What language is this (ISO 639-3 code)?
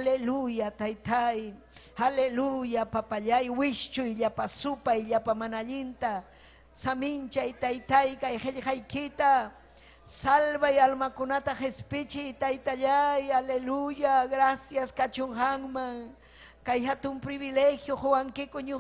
quy